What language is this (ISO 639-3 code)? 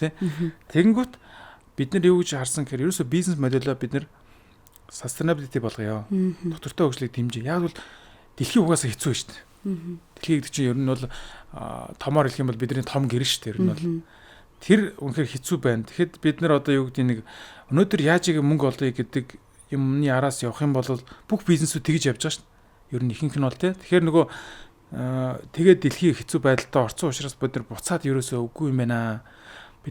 mon